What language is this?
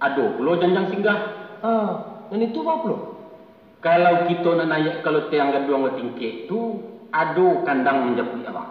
Minangkabau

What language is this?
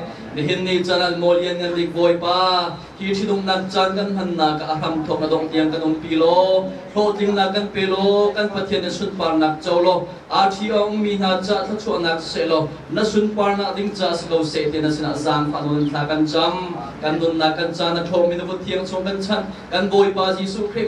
Hakha Chin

